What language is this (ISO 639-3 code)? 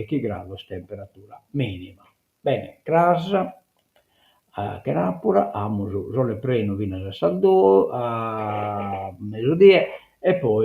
srd